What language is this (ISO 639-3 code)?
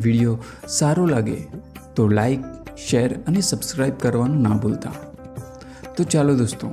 guj